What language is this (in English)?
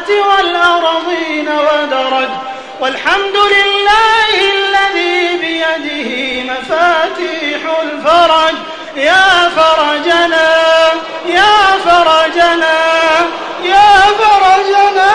Adamawa Fulfulde